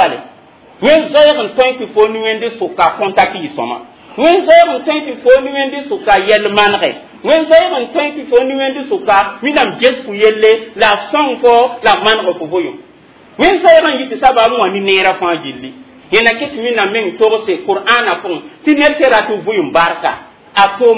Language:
Mossi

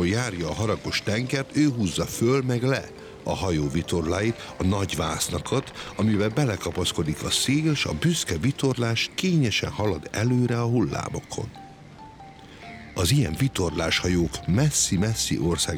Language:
Hungarian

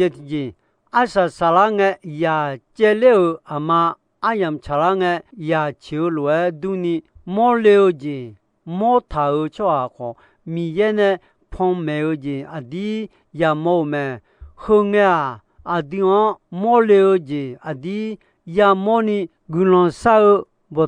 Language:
Akha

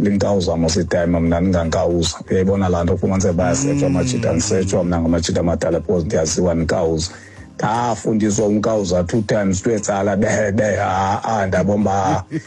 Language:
Xhosa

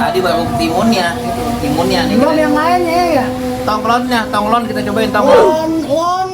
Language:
Betawi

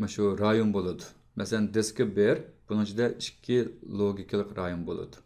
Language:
Uyghur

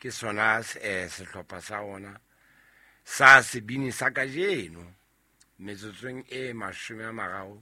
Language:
Southern Sotho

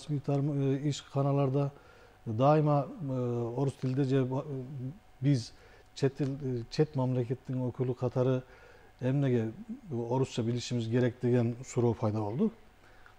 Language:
Kyrgyz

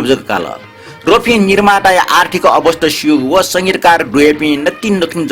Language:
Newari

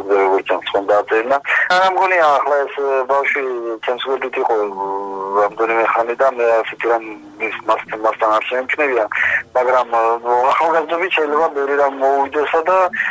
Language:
Georgian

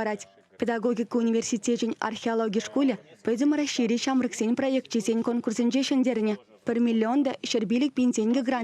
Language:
Chuvash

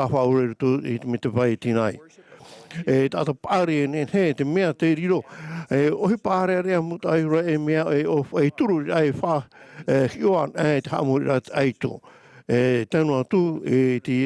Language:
Tahitian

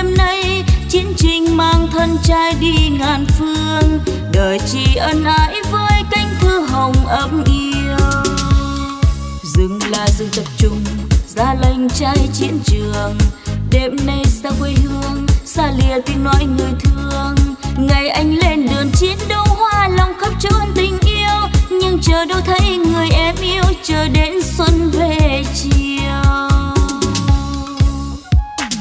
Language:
Vietnamese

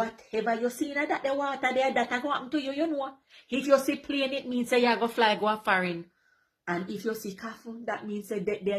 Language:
Jamaican Creole English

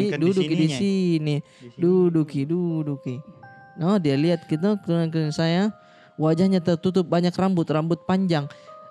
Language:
Makassar Malay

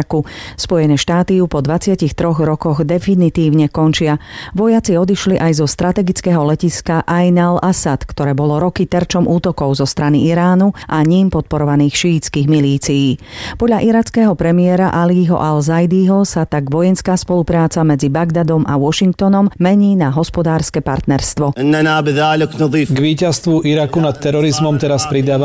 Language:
Slovak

